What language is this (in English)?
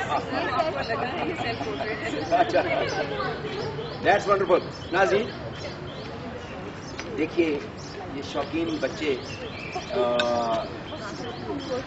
Urdu